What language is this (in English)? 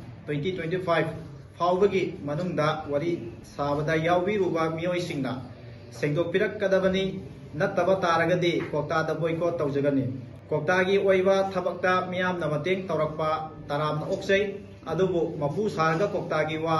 Manipuri